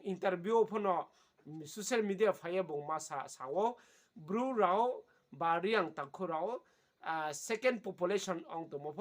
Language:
Riang (India)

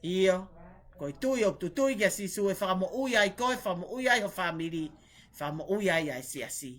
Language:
Tongan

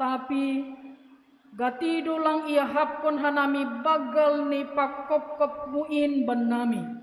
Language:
Batak Simalungun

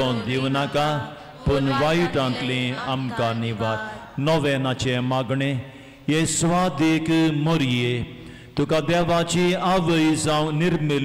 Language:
Konkani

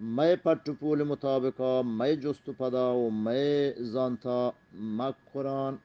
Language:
Eastern Balochi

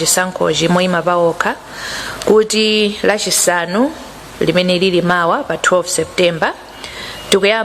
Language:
Nyanja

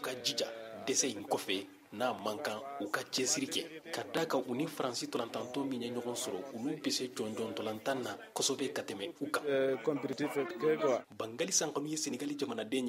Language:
Bambara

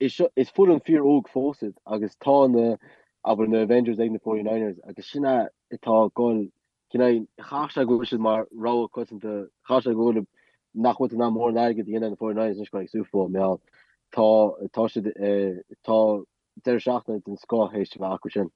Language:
Irish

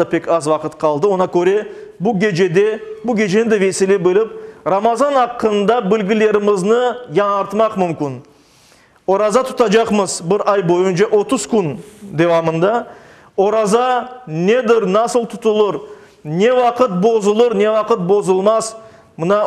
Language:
Crimean Tatar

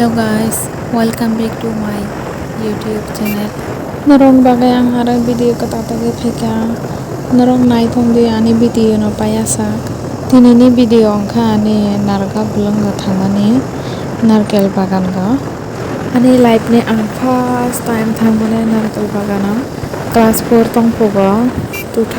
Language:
Kok Borok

